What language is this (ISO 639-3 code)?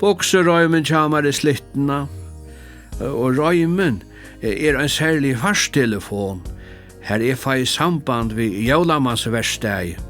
fao